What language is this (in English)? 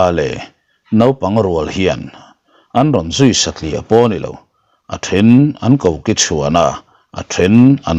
Mizo